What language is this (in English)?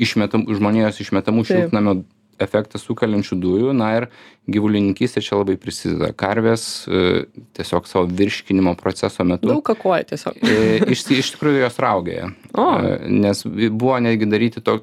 Lithuanian